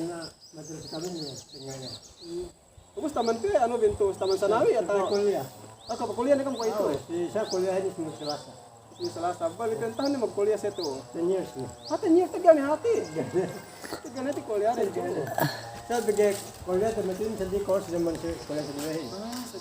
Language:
Yakan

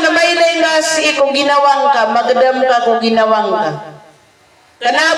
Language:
Maranao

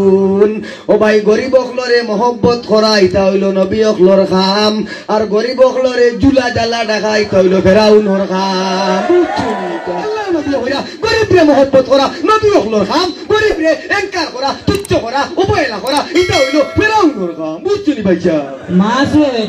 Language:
Sylheti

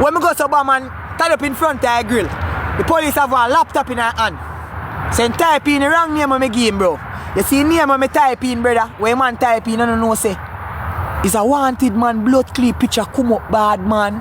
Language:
Jamaican Creole English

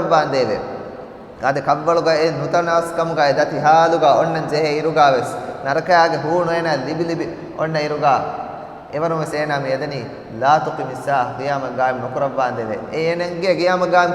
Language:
Divehi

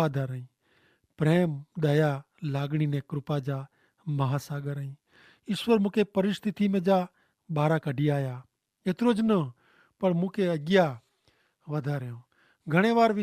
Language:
Kachhi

